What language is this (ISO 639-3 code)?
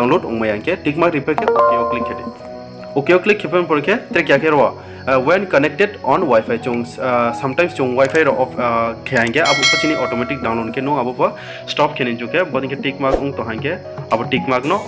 ria